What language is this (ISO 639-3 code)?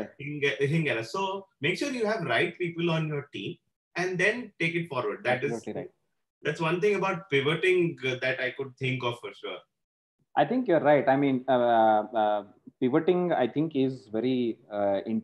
eng